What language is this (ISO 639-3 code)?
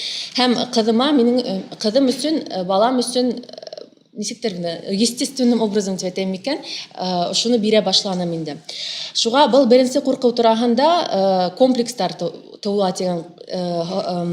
bak